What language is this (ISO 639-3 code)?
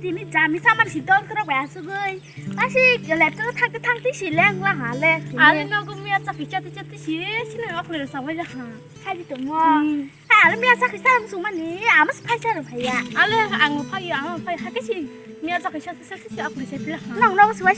trp